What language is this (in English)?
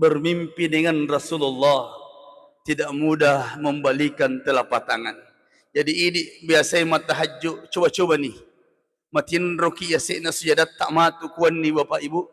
Buginese